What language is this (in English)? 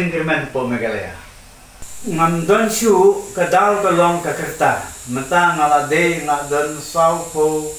Khasi